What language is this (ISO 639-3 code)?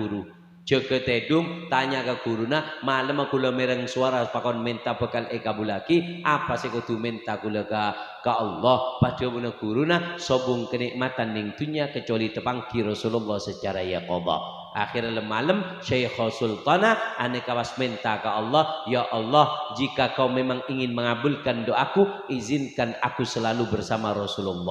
mad